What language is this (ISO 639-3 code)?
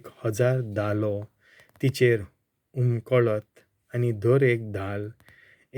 kok